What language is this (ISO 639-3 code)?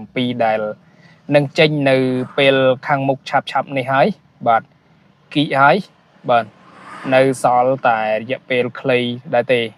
khm